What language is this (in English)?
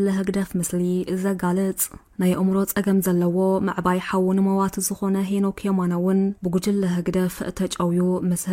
Tigrinya